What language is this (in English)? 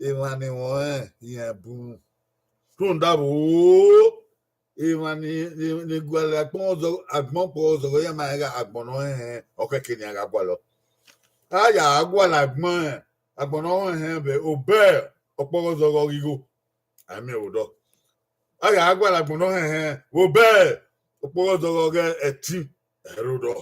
Bini